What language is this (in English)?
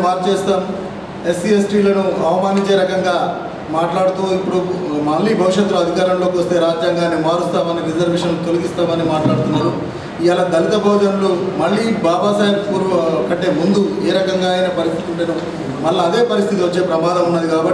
Telugu